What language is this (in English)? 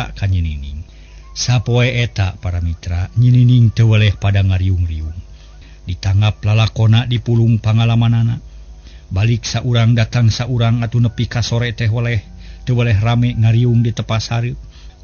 Sundanese